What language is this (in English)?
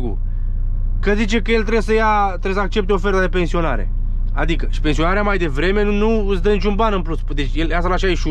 Romanian